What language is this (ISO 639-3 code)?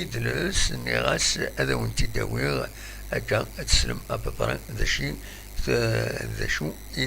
kab